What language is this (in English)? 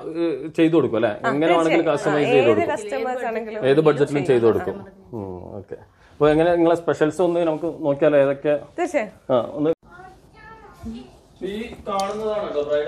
Malayalam